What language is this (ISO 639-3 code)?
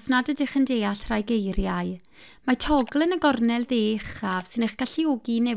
cym